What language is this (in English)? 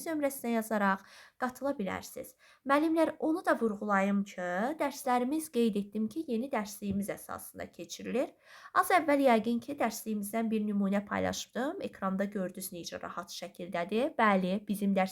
Azerbaijani